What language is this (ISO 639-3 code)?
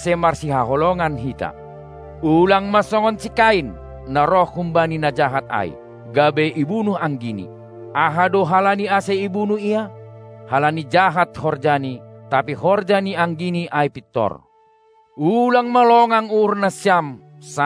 bts